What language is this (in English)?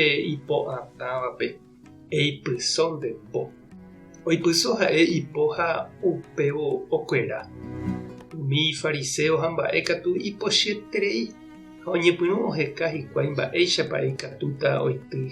Guarani